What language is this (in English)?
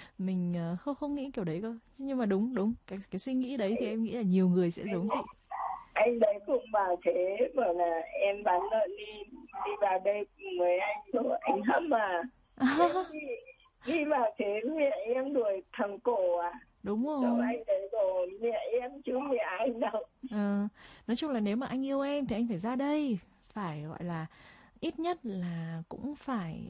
Vietnamese